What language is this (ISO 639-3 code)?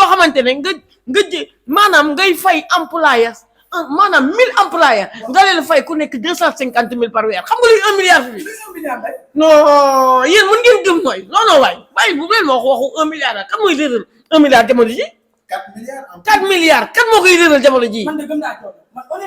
wol